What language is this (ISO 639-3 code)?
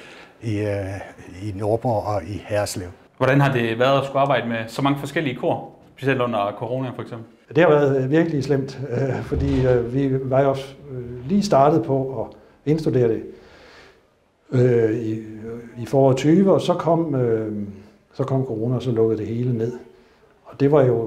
dan